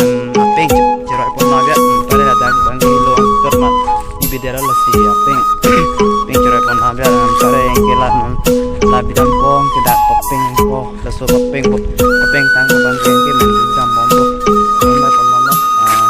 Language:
Karbi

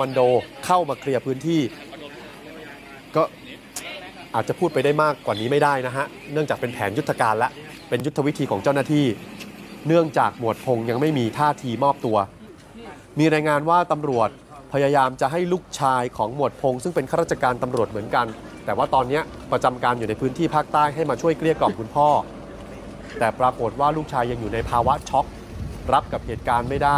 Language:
Thai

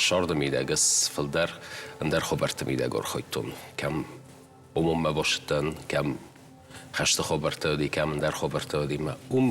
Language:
Ossetic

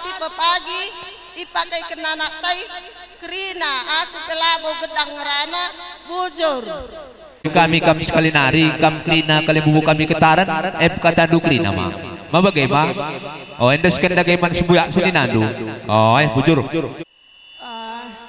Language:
Batak Karo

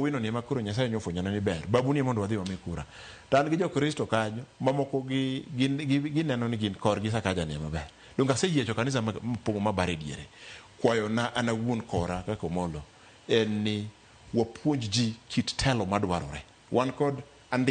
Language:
Luo (Kenya and Tanzania)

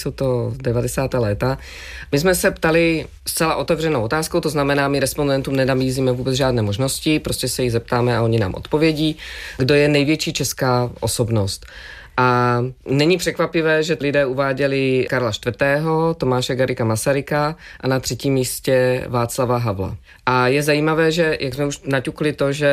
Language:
Czech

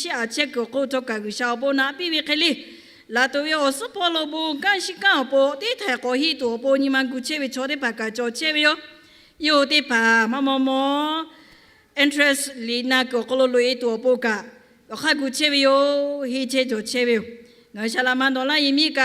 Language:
Lahu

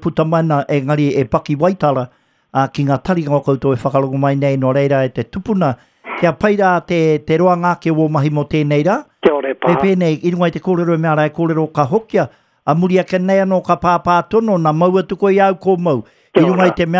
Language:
Māori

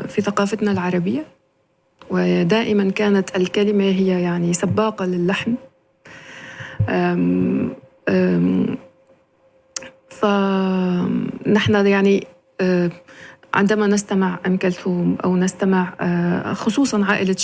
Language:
Arabic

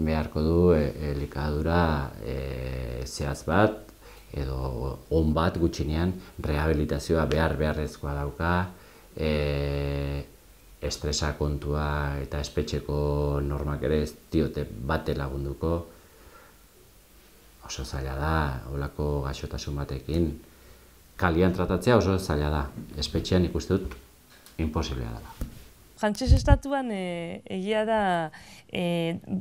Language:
Basque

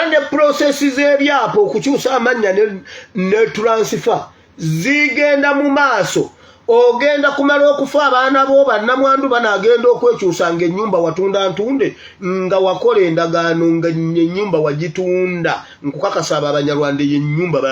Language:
Ganda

